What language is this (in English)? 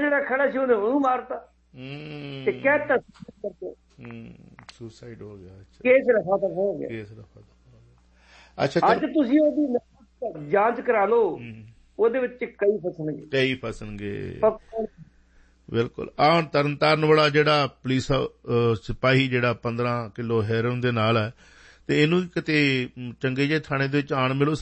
Punjabi